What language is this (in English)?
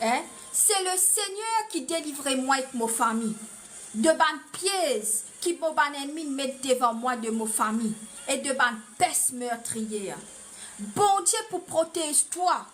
Morisyen